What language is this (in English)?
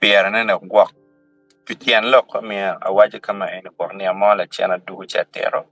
Acoli